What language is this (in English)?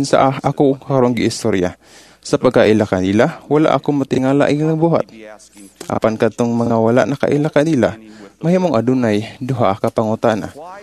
Cebuano